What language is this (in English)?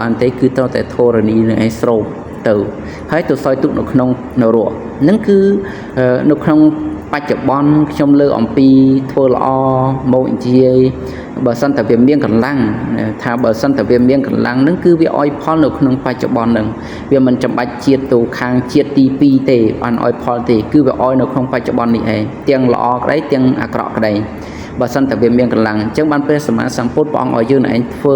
Khmer